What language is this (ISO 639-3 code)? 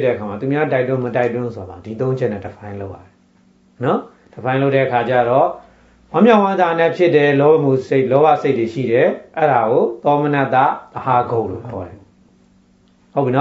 mya